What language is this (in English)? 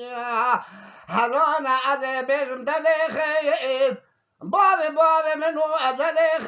Zaza